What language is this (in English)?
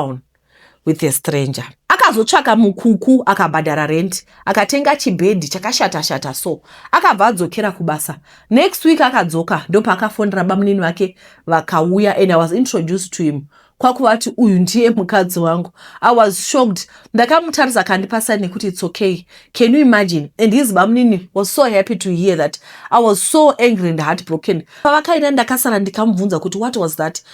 Shona